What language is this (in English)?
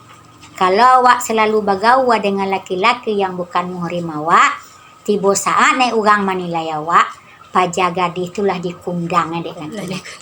Minangkabau